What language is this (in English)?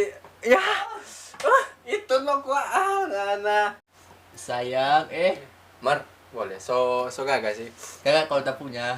Manado Malay